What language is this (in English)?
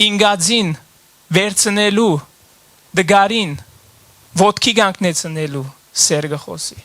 Western Armenian